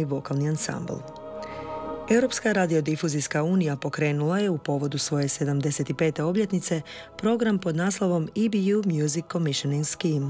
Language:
Croatian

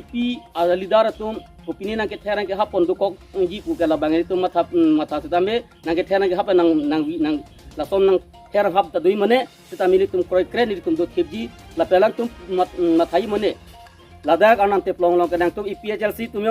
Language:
Karbi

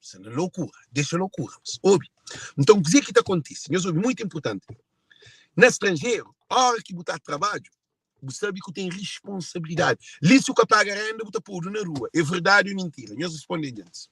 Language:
Kabuverdianu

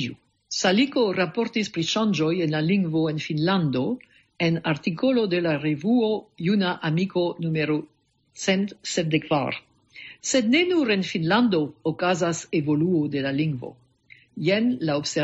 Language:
Esperanto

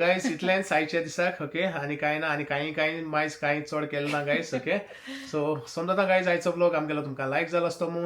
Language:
Konkani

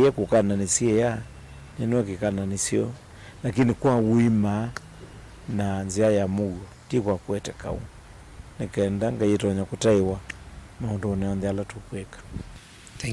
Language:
Kamba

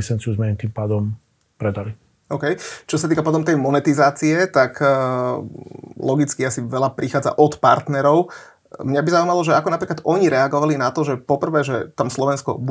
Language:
Slovak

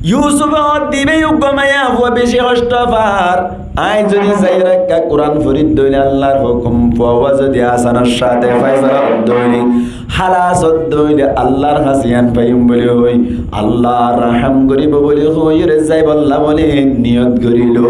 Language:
Rohingya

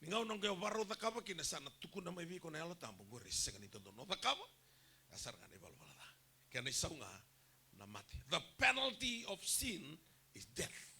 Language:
Fijian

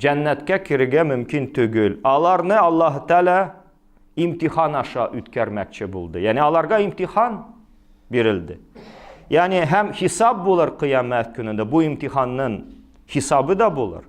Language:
Tatar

